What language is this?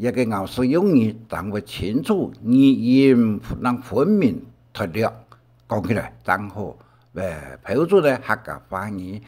Hakka Chinese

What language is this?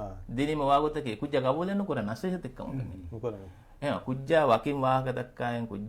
Divehi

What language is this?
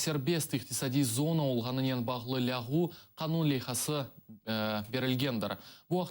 Crimean Tatar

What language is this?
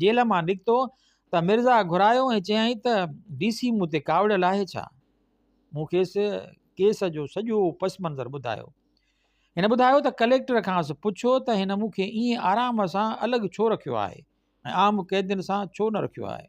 Sindhi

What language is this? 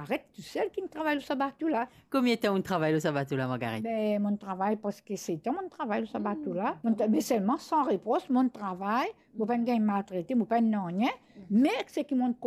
Morisyen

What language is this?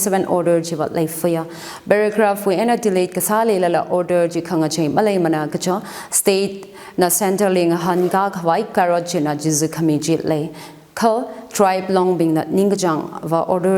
Tangkhul Naga (India)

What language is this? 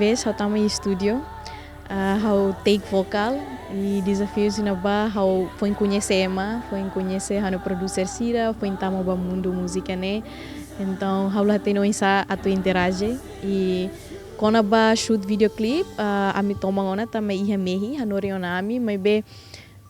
Tetum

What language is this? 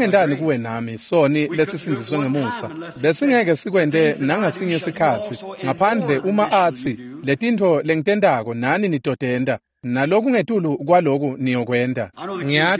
Swati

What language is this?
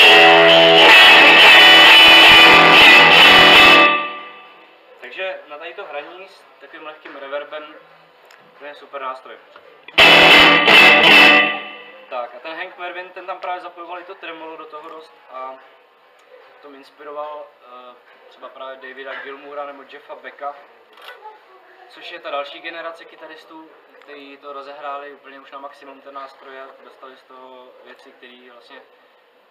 Czech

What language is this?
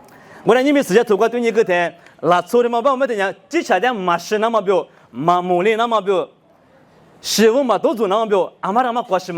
Lisu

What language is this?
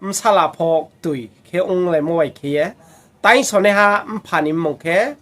Riang (India)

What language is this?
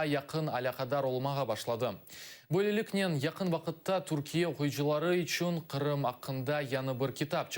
Crimean Tatar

